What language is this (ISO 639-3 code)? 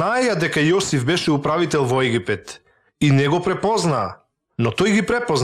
mkd